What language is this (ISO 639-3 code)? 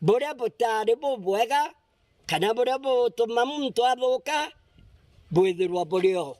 mer